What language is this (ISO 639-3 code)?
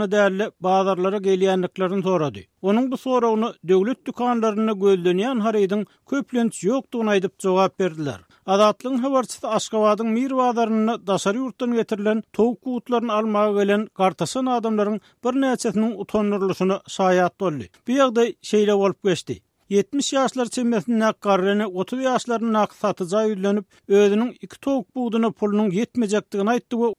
tuk